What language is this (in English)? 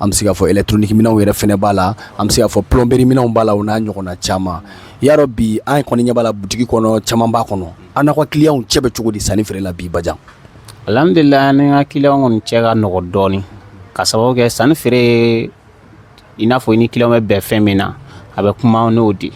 Bambara